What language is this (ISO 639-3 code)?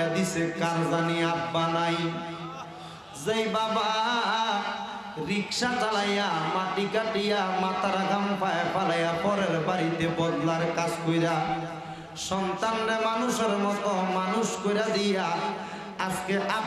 ben